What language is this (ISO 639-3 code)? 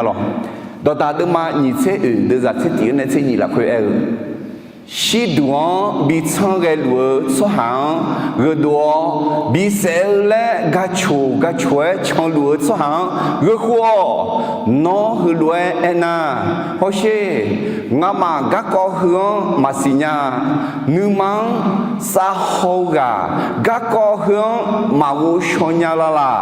ahk